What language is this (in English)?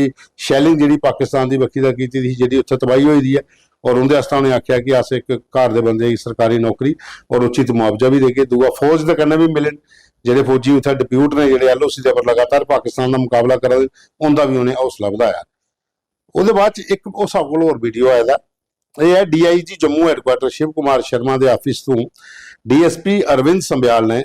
Dogri